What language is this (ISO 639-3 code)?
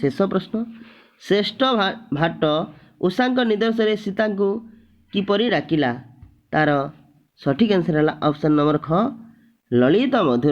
ori